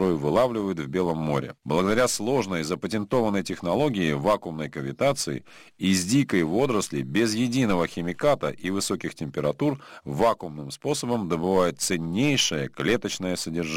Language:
Russian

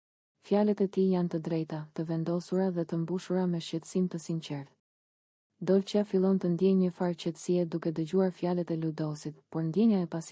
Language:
Albanian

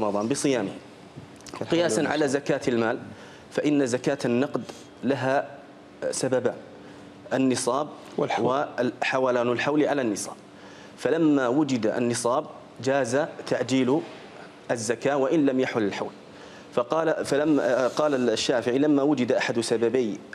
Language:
Arabic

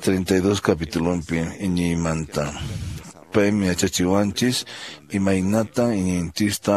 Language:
Quechua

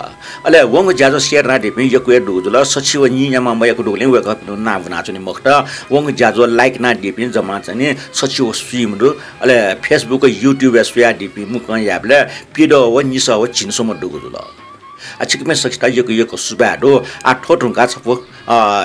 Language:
Newari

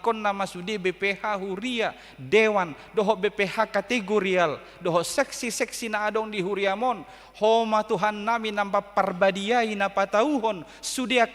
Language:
Batak Toba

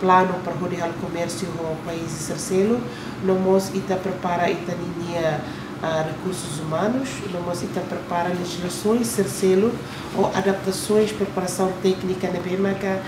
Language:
Tetum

